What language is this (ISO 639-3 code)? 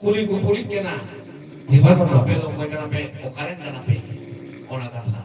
sat